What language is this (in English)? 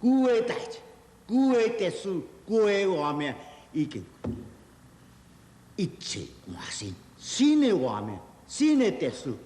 Min Nan Chinese